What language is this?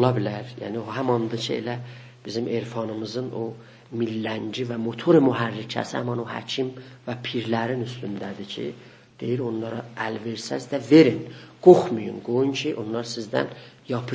South Azerbaijani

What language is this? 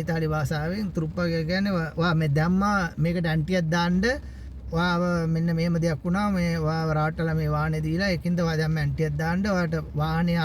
Sinhala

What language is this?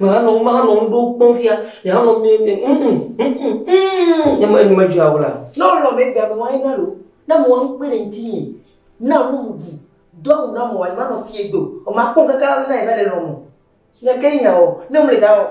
Ewe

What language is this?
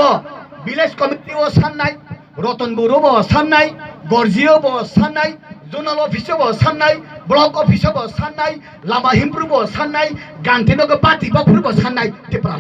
Kok Borok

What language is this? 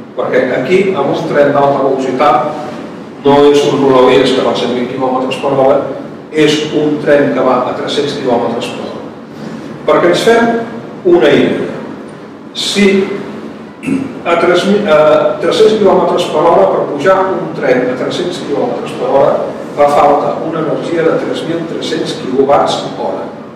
Catalan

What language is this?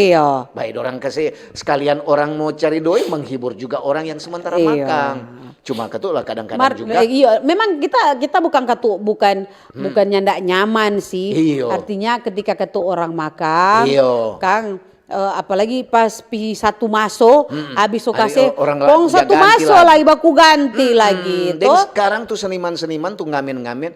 Manado Malay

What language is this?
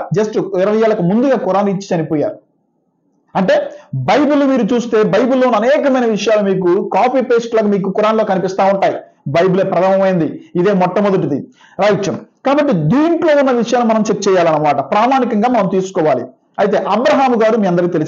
Telugu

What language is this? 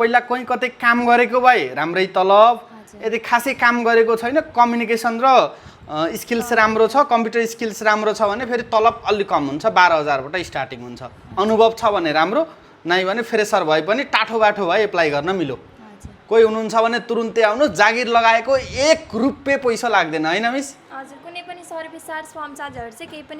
Nepali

